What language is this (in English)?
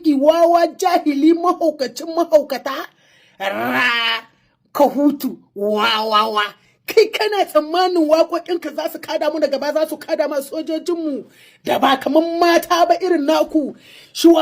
Hausa